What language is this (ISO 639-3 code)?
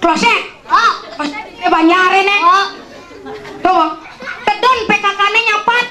ban